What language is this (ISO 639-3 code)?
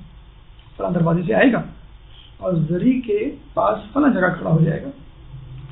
urd